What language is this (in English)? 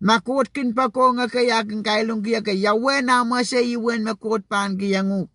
Pohnpeian